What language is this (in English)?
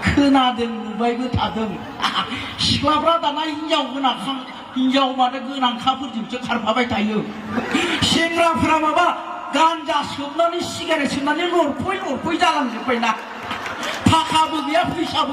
Bodo